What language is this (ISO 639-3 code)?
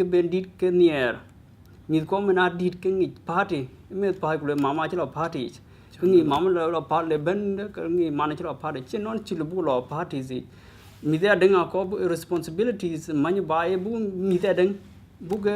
din